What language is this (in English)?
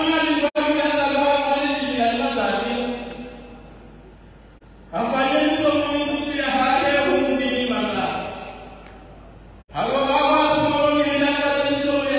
Swahili